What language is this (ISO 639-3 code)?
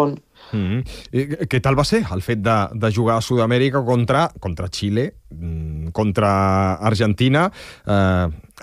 cat